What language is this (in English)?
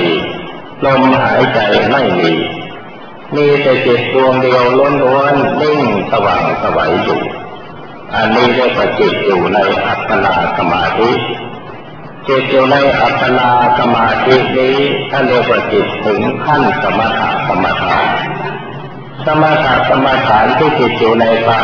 Thai